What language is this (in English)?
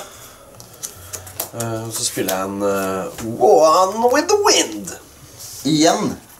Norwegian